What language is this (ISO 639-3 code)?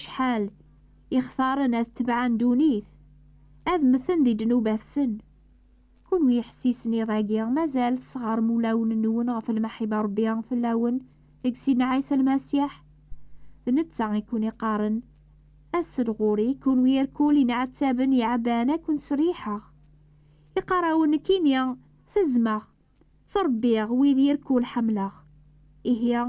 kab